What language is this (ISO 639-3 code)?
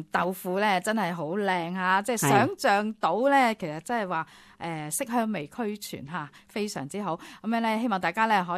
yue